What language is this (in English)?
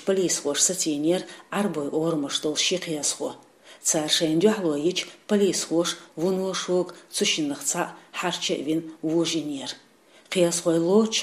Chechen